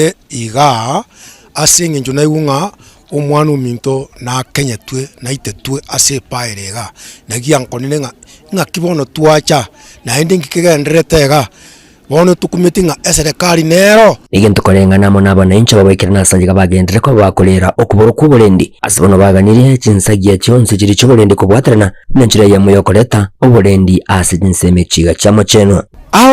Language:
Gusii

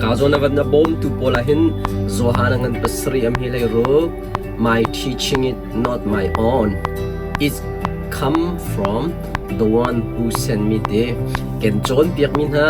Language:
Hakha Chin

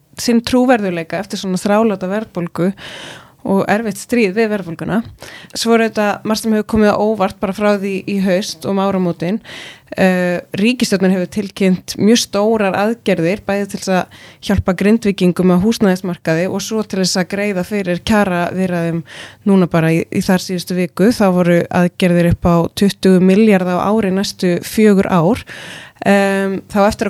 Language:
Icelandic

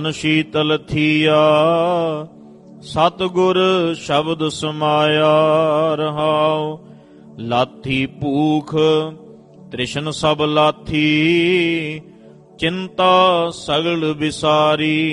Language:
Punjabi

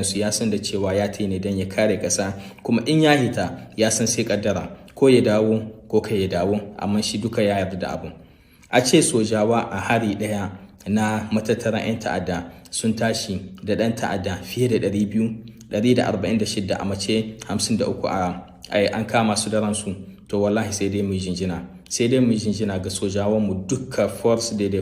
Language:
Hausa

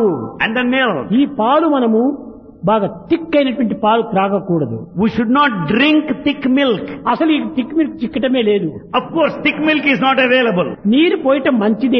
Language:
Telugu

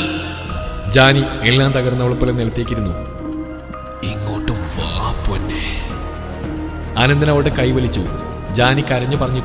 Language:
Malayalam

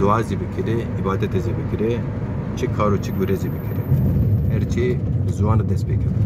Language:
Zaza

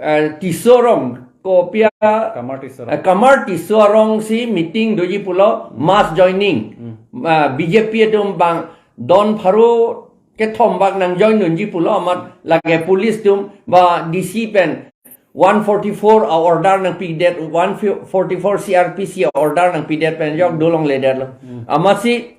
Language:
Karbi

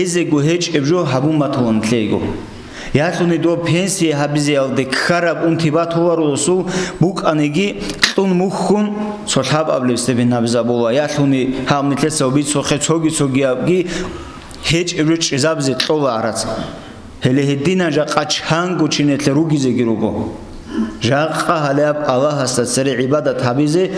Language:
Avaric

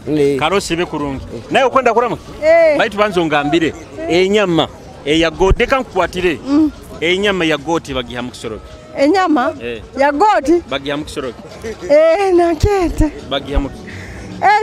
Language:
Nyoro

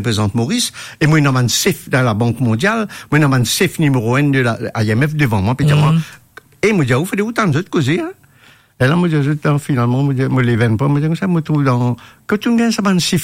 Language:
Morisyen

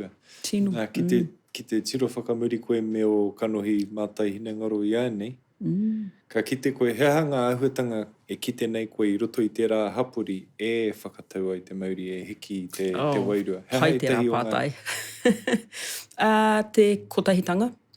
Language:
Māori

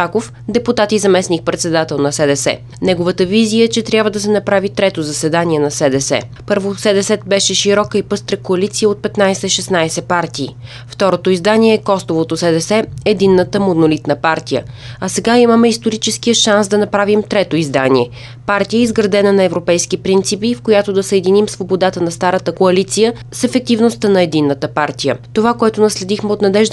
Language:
Bulgarian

